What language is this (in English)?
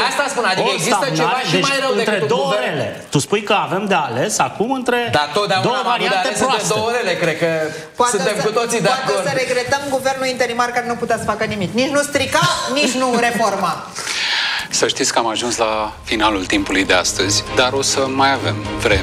Romanian